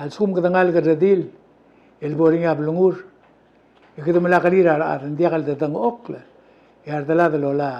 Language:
Palauan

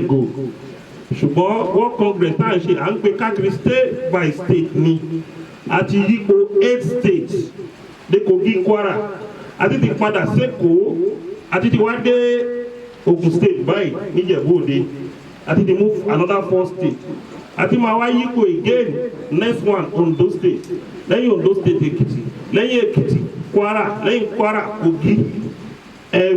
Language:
Yoruba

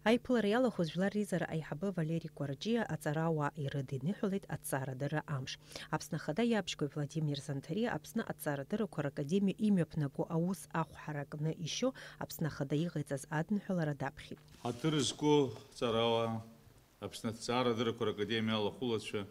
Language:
Abkhazian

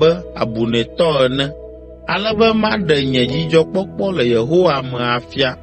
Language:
Ewe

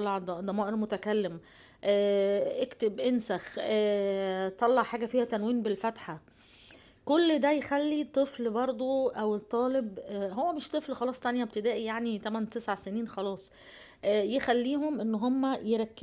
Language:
Egyptian Arabic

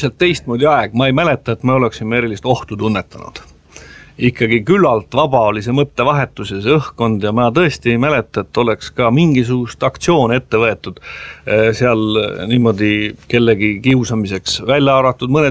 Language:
Estonian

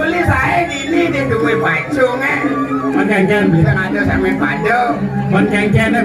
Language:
Balinese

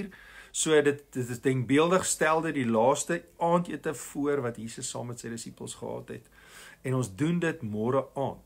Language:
Afrikaans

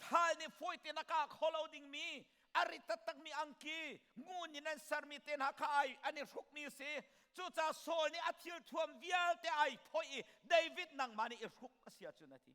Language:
Hakha Chin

